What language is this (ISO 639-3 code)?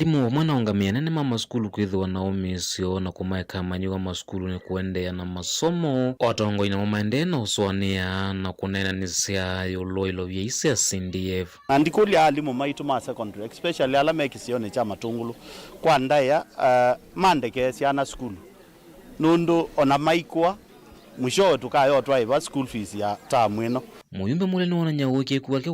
kam